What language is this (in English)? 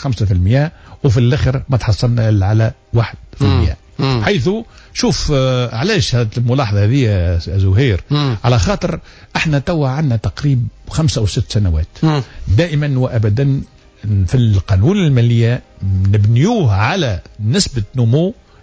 Tunisian Arabic